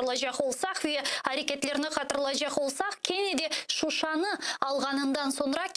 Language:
Crimean Tatar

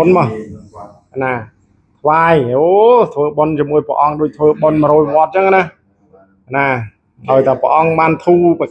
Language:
Khmer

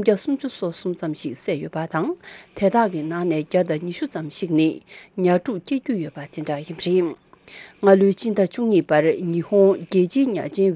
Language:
Tibetan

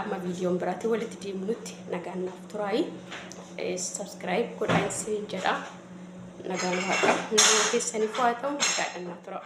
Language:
Oromo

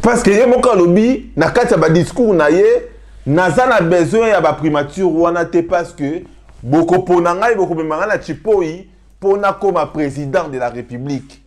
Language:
Lingala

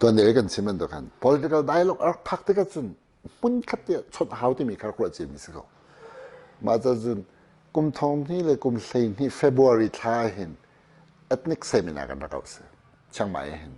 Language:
Hakha Chin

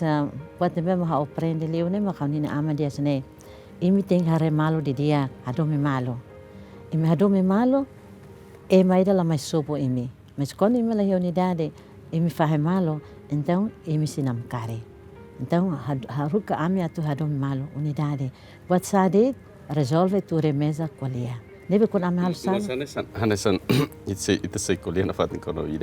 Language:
Tetum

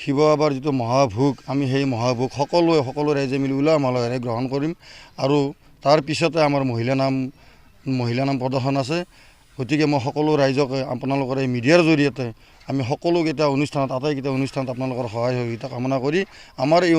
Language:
Assamese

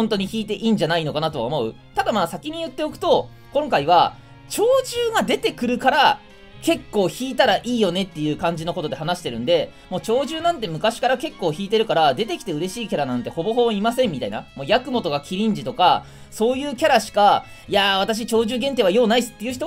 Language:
Japanese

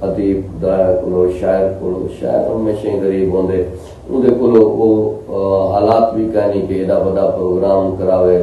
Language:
Saraiki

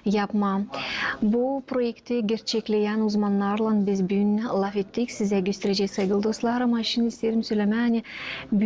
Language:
Gagauz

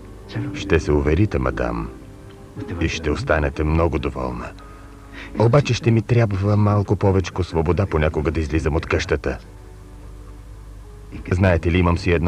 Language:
Bulgarian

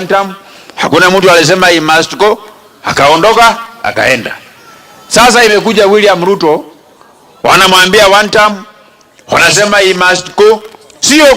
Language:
Meru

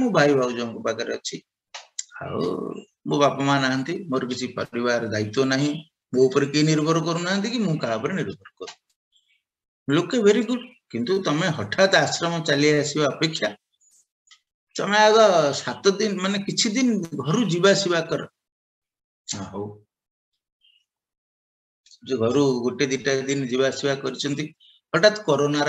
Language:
Odia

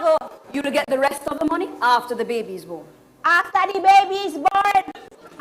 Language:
Jamaican Creole English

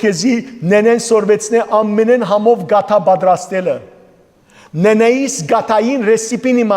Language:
Western Armenian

